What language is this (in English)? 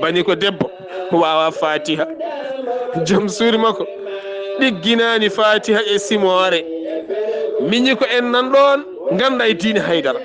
Fula